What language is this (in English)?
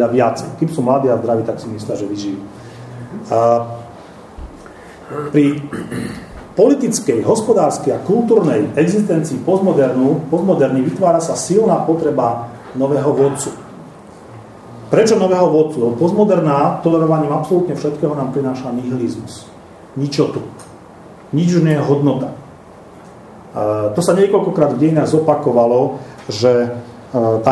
Slovak